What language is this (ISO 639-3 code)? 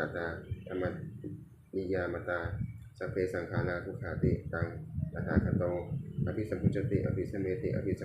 pli